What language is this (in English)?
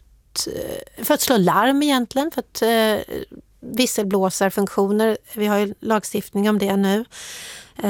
Swedish